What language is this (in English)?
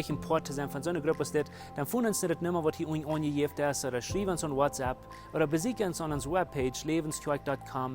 Plautdietsch